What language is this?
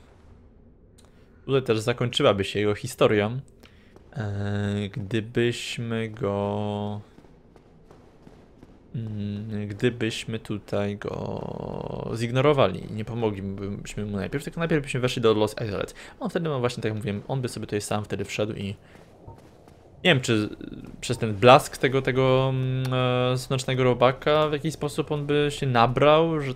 Polish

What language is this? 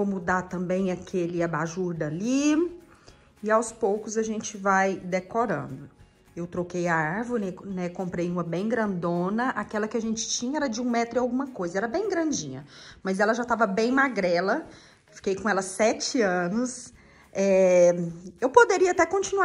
Portuguese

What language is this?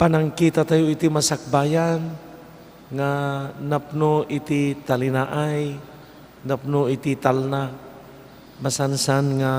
Iloko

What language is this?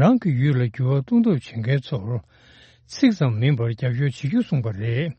Tibetan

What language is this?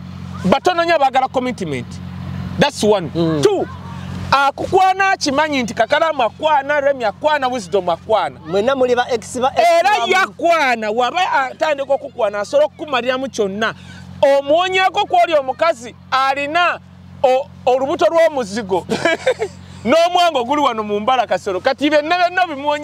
Ganda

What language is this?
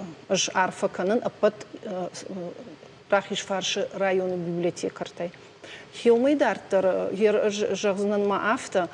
Ossetic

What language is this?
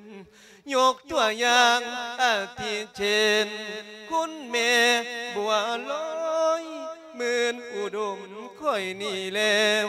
Lao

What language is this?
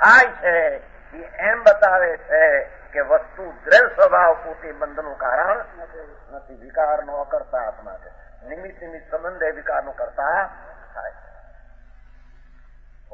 Gujarati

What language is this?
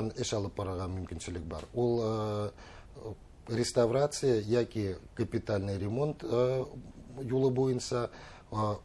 Bashkir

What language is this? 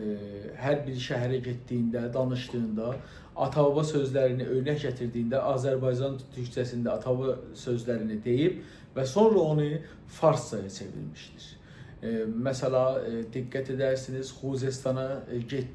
South Azerbaijani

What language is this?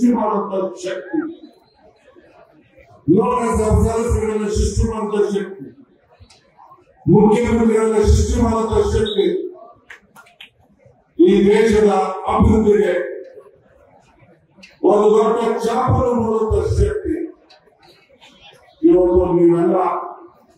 Kannada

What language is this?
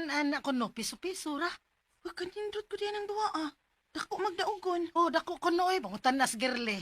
Cebuano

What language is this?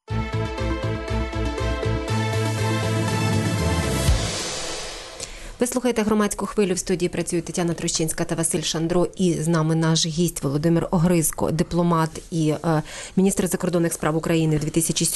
Ukrainian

